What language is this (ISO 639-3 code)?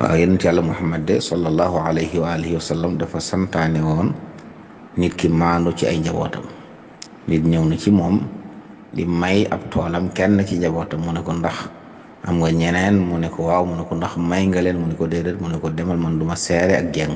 wol